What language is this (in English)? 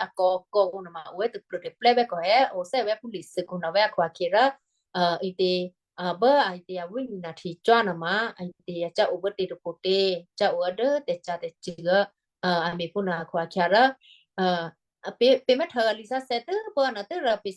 Western Kayah